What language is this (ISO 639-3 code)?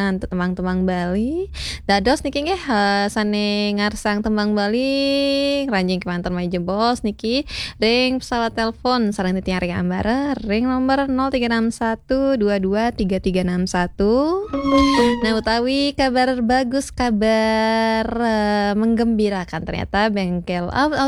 ban